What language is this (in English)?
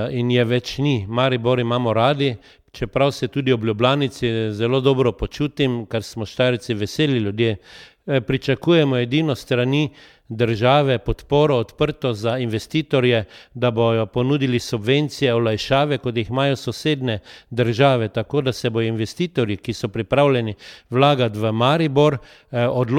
Slovenian